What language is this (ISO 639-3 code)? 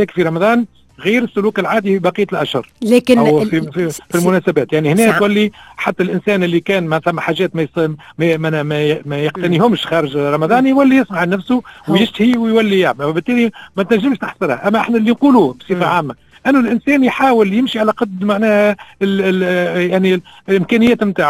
aeb